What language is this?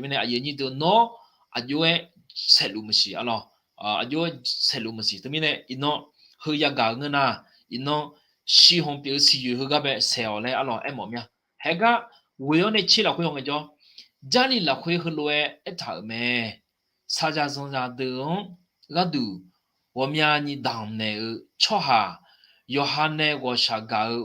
Akha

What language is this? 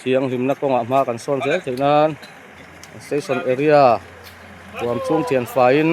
Mizo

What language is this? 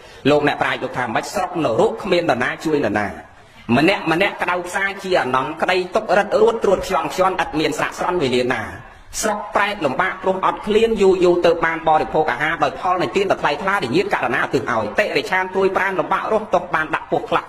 Khmer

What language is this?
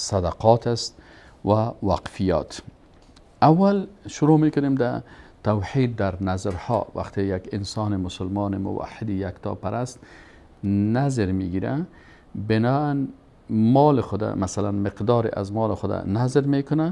Persian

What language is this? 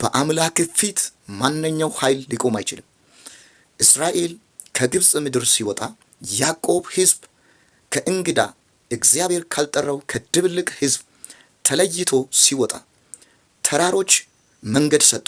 Amharic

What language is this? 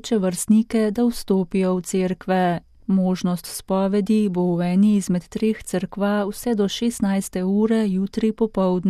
Slovenian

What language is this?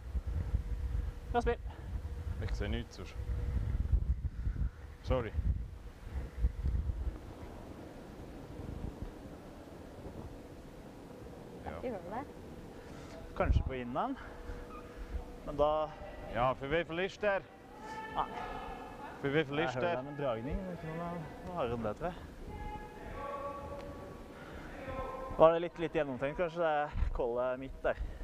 Norwegian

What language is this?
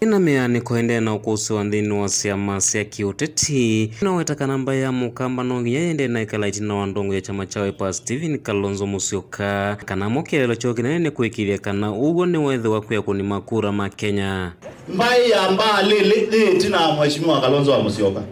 Kamba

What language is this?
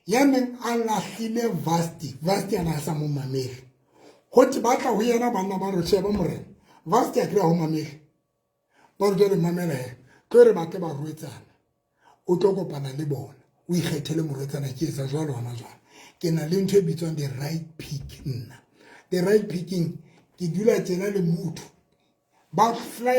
Southern Sotho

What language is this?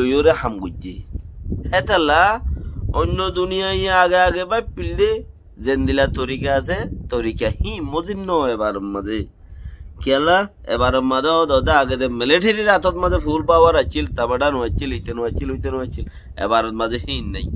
Rohingya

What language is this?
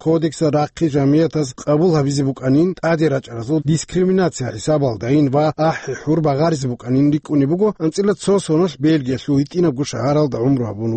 Avaric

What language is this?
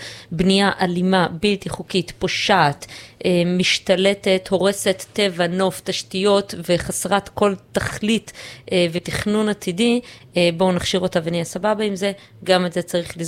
Hebrew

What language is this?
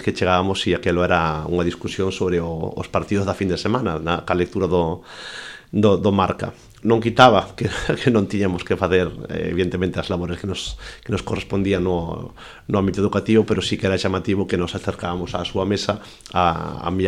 Galician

